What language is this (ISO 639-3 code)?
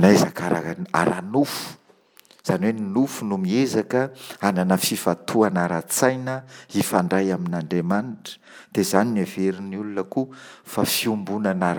mlg